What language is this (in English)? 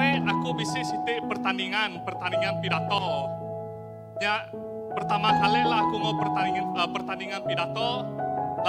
Iban